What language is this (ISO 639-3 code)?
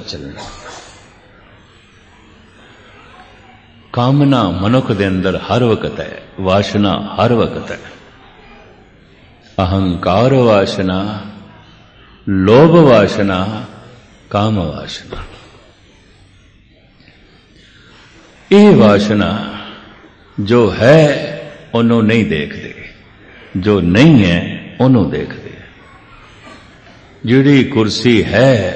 pan